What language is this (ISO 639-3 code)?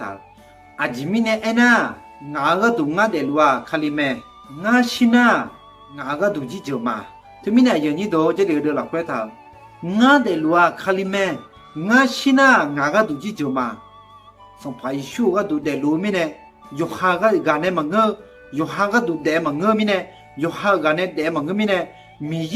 ahk